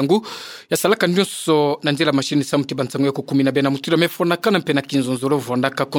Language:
Kituba (Democratic Republic of Congo)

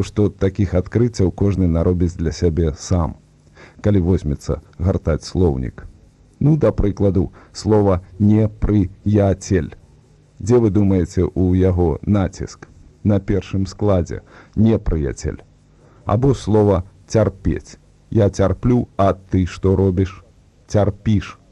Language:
Belarusian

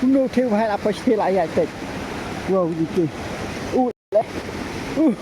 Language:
Khasi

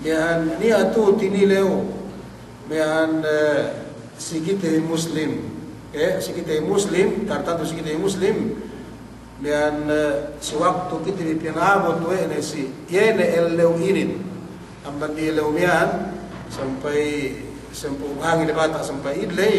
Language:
Yakan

